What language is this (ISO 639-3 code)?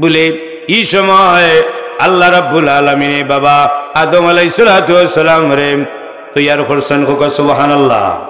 syl